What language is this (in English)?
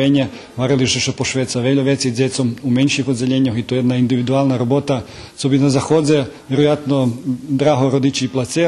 Rusyn